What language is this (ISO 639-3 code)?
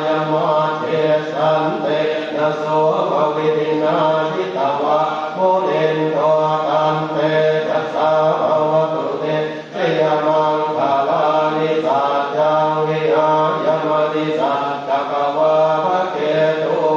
pli